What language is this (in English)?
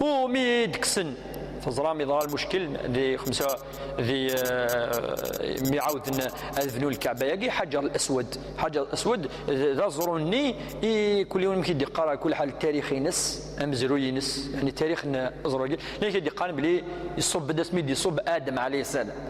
Kabyle